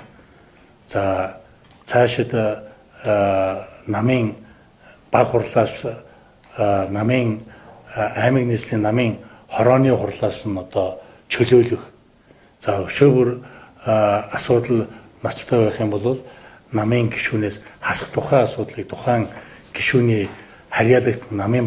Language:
Mongolian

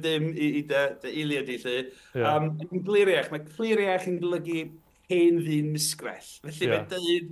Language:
Welsh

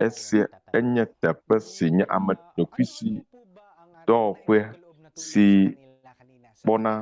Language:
Ewe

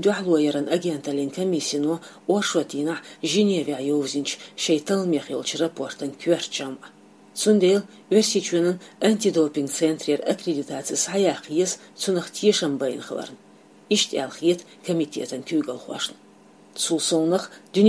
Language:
Chechen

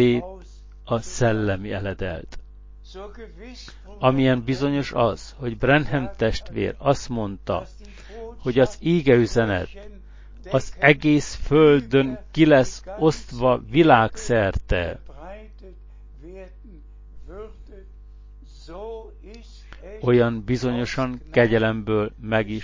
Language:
Hungarian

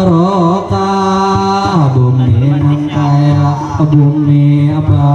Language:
Banjar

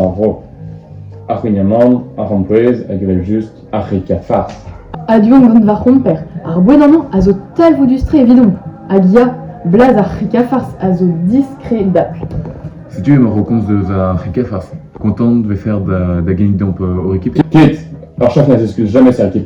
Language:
Breton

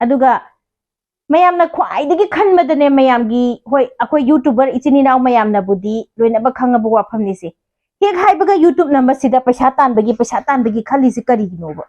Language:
Manipuri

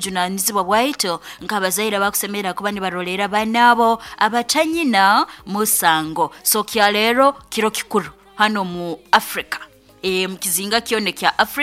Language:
Nyankole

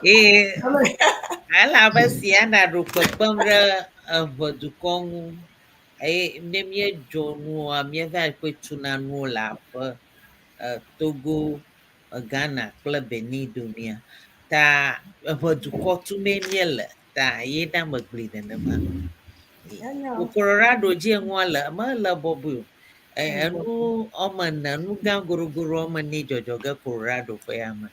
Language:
Ewe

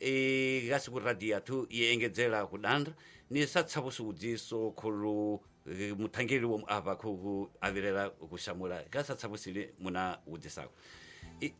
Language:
Tsonga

